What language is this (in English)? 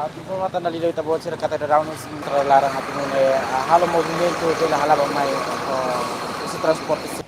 Tetum